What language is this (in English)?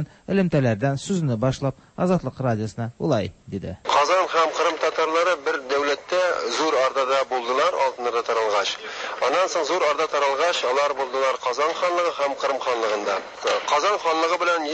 Tatar